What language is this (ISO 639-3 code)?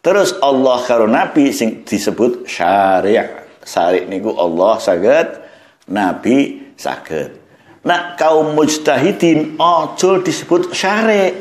jav